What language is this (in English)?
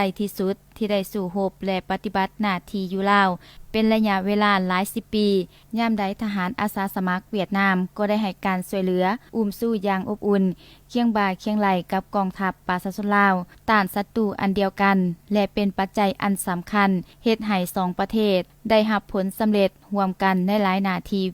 Lao